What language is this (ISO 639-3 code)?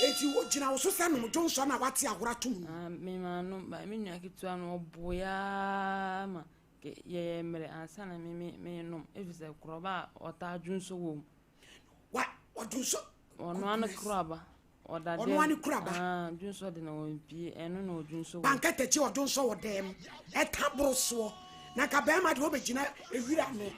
aka